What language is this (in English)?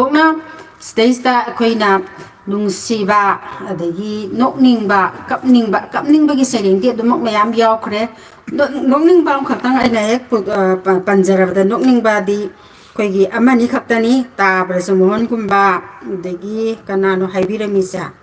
Manipuri